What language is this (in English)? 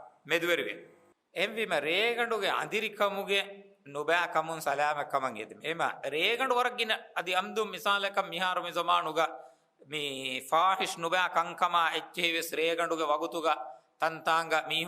Divehi